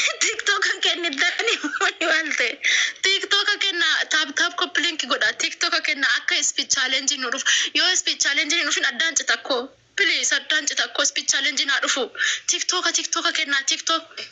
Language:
Oromo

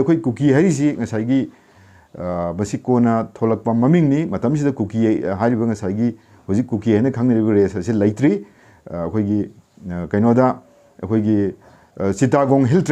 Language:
Manipuri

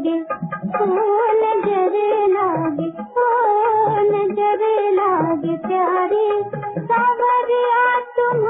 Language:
Hindi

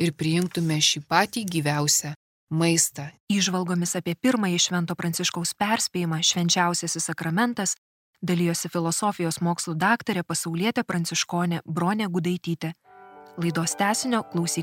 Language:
Lithuanian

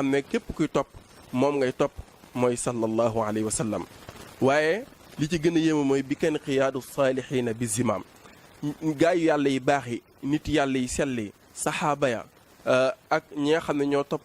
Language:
Wolof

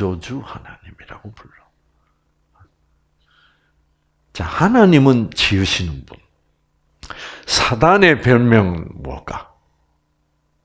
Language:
Korean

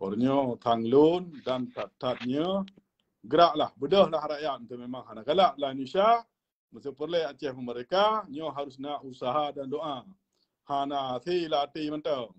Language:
Achinese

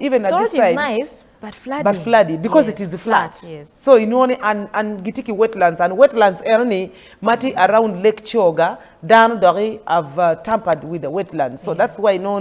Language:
Acoli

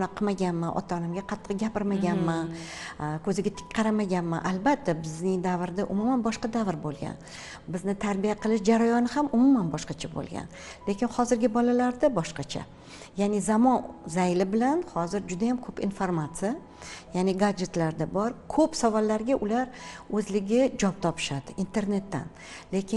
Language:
Uzbek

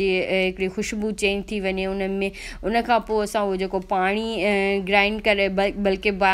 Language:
Sindhi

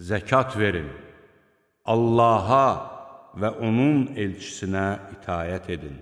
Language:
Azerbaijani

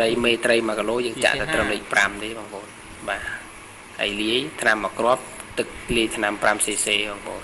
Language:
Khmer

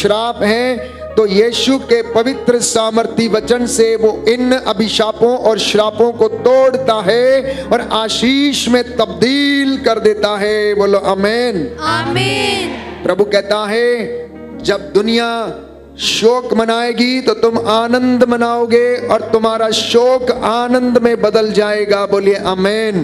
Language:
Hindi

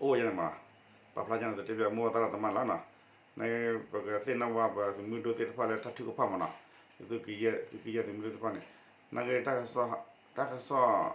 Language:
S'gaw Karen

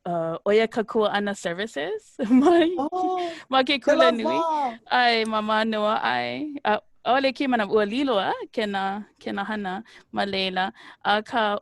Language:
Hawaiian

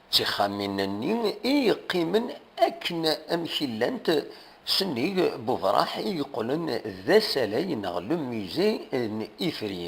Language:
Kabyle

